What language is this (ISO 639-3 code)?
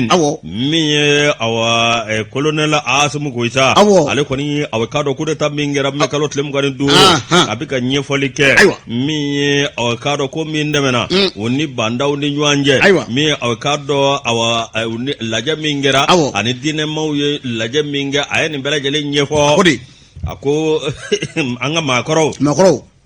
bam